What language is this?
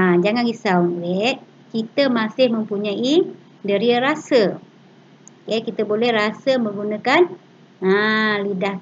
Malay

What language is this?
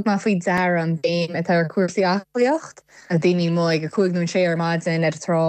Irish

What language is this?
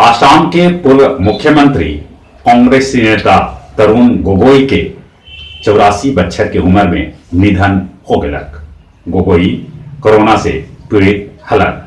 Magahi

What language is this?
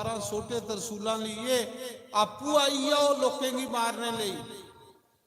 Dogri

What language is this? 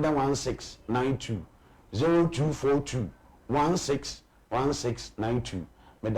Akan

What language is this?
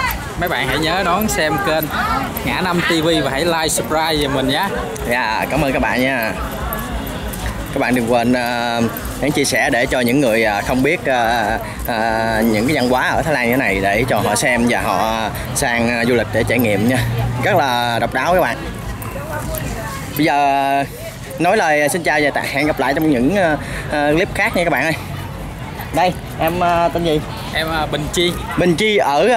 Vietnamese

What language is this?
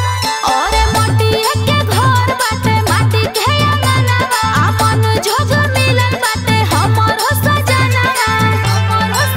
Bhojpuri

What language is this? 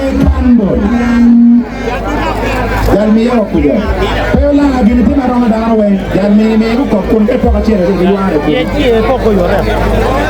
Acoli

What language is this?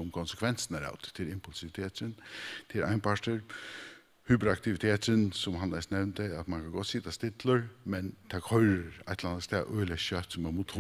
Faroese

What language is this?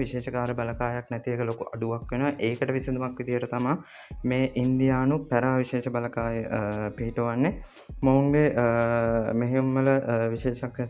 Sinhala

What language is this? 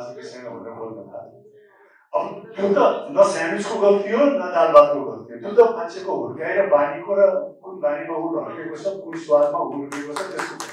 Nepali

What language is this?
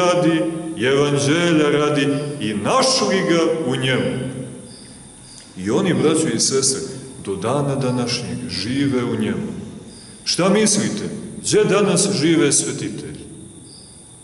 Serbian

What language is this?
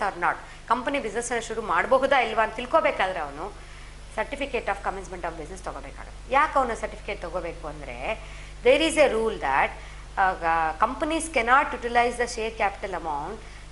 Kannada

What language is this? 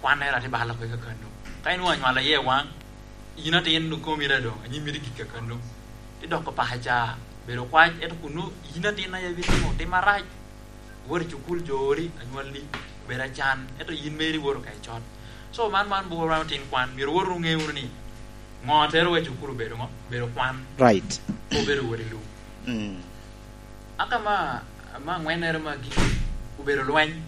Lango (Uganda)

